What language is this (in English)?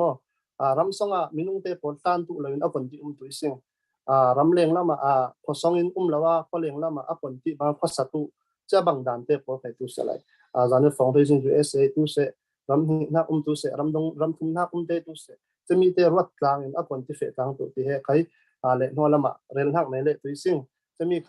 Falam Chin